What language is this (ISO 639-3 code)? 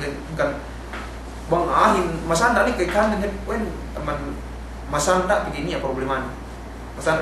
yka